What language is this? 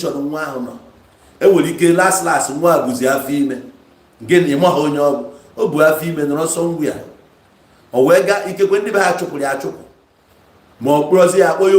Igbo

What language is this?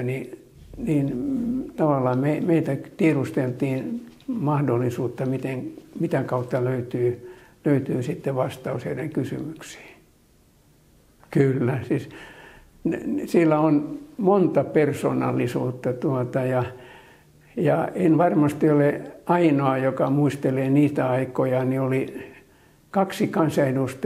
Finnish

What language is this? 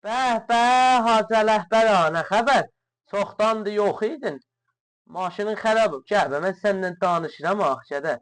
South Azerbaijani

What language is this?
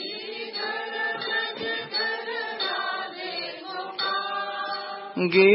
Marathi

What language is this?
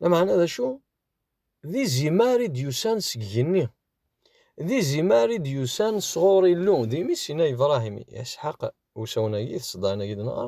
Kabyle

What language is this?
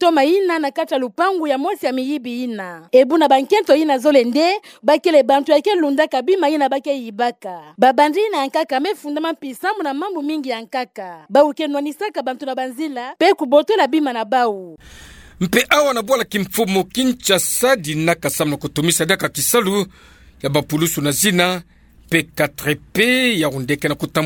Kituba (Democratic Republic of Congo)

